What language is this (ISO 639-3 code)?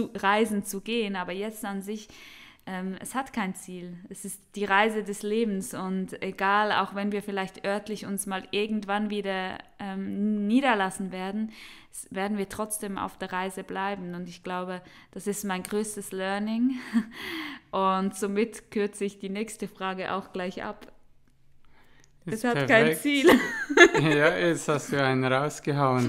deu